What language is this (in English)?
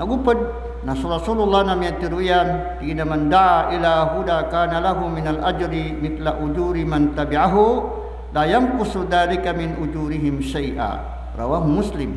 Maranao